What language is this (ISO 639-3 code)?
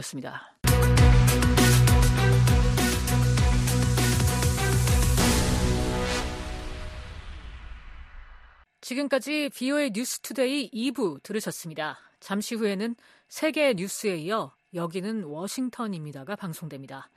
kor